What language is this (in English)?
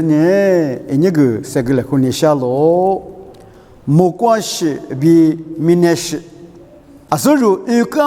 Lisu